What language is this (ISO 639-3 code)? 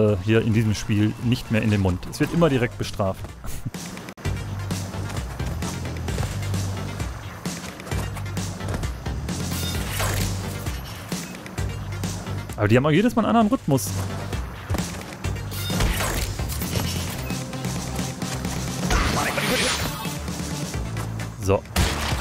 deu